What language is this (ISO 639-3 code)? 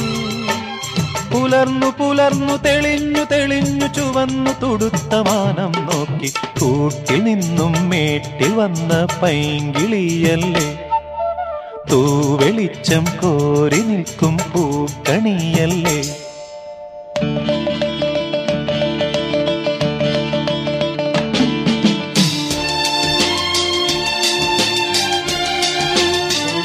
mal